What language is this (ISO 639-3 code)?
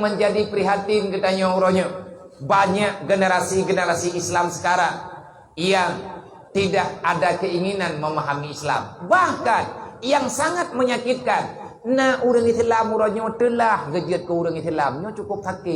ace